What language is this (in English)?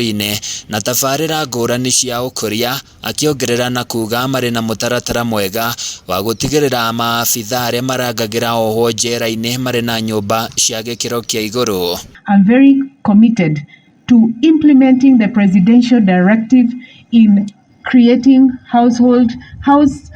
Kikuyu